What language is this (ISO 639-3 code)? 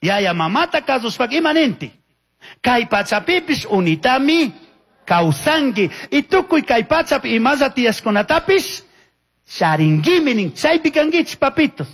qug